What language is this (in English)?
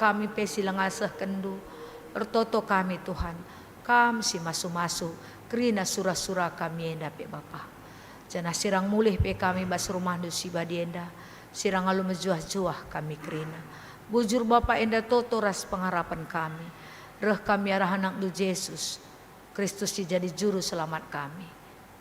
Batak Karo